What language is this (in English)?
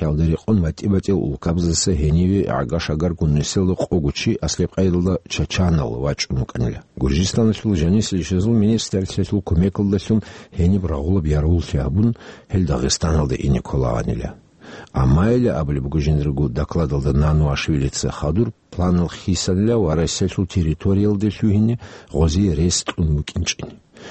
Avaric